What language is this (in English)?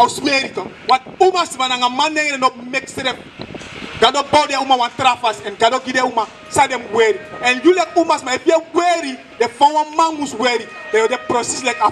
Sranan Tongo